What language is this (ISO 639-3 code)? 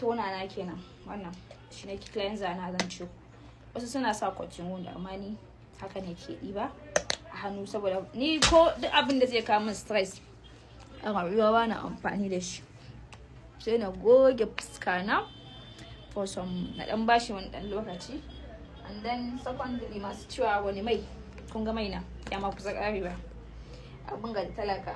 hau